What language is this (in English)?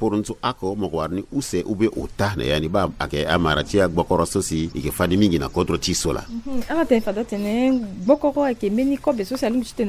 Sango